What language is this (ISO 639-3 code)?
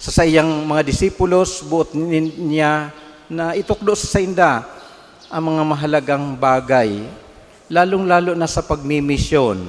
bik